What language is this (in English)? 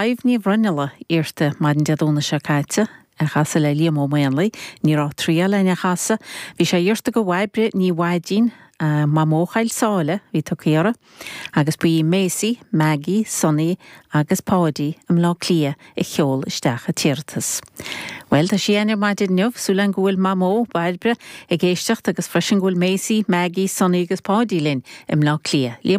Irish